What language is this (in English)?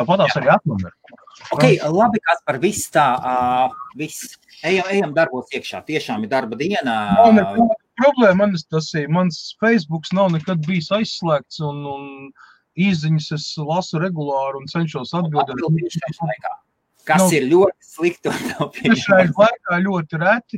Latvian